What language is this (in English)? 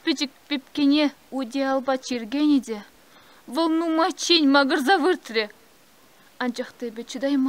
Chuvash